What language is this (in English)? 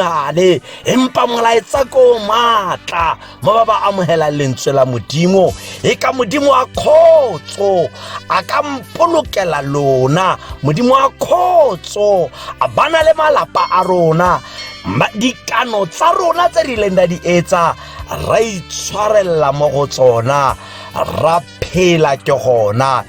Tswana